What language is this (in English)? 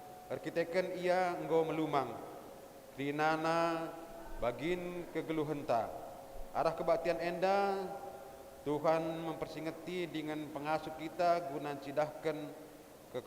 Batak Karo